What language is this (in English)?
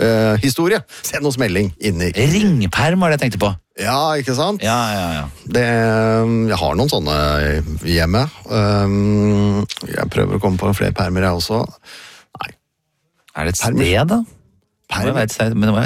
Norwegian